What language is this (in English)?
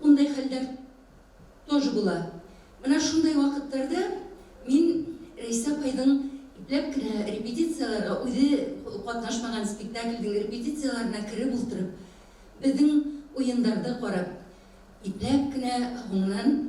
Bashkir